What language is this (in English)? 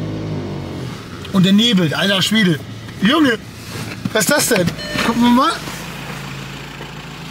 German